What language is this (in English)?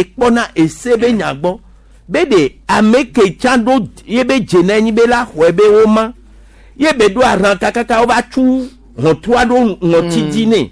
Gen